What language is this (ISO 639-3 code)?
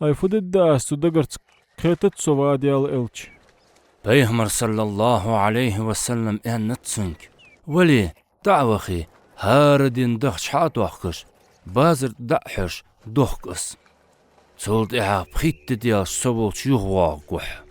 inh